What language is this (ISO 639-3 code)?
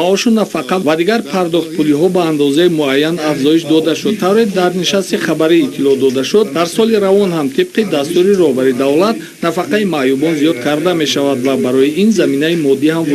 tgk